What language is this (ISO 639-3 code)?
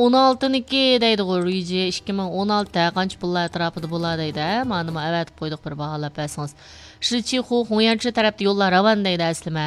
uig